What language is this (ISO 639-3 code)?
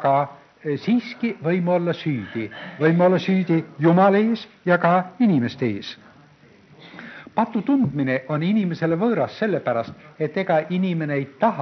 est